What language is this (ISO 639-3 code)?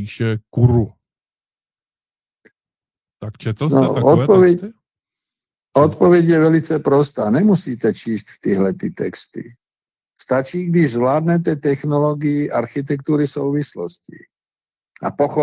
ces